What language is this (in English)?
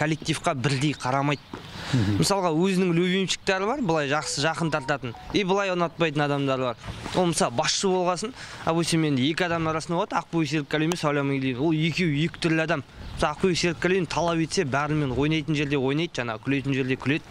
Kazakh